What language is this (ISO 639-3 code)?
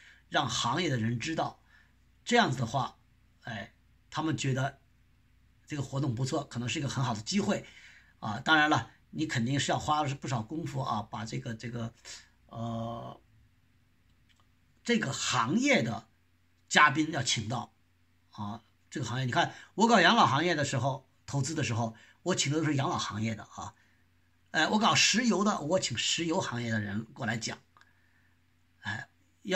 zho